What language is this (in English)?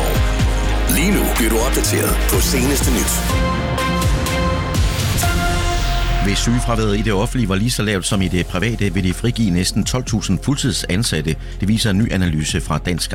Danish